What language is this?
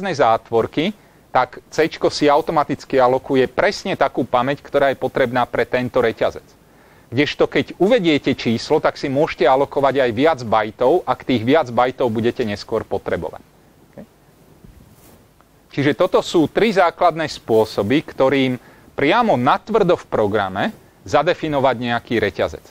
Slovak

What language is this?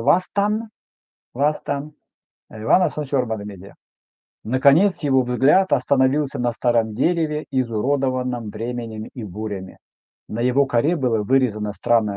Erzya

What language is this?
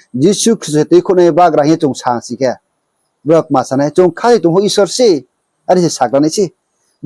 Riang (India)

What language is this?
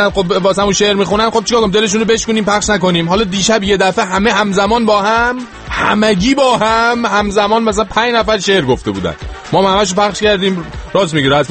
Persian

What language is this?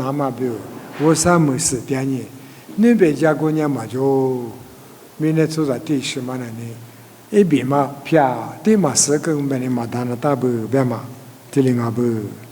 Lisu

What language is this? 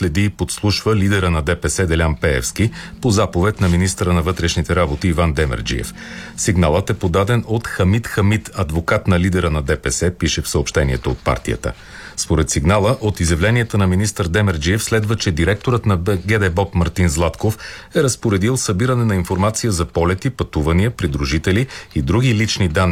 Bulgarian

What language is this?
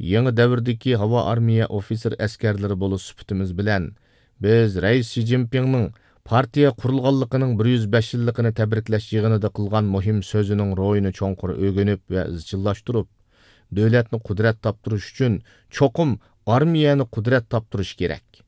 Uyghur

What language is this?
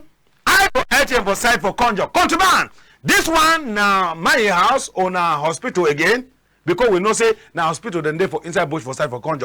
Cameroon Pidgin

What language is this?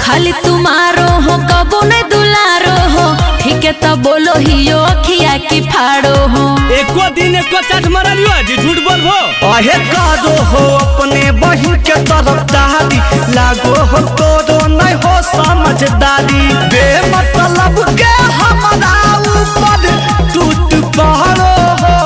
Magahi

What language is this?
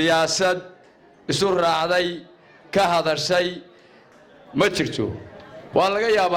Somali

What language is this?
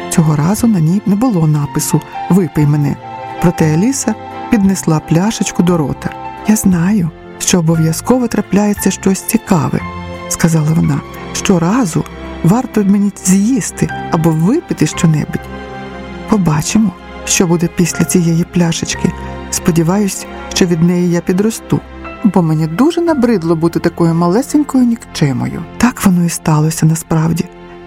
Ukrainian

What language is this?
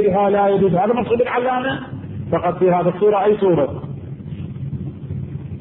Arabic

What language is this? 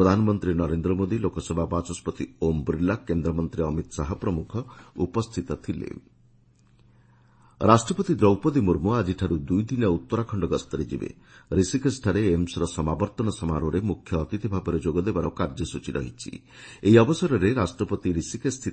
Odia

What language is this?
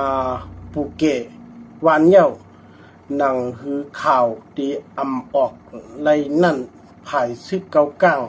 Shan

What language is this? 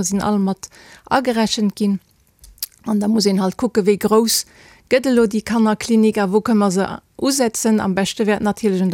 Luxembourgish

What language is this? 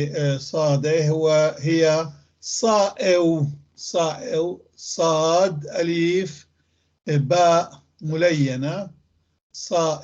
North Levantine Arabic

